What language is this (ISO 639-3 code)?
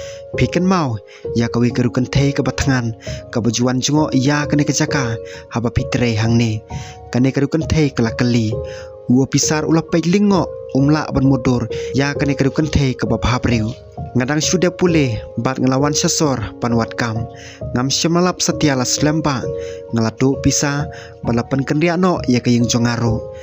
kha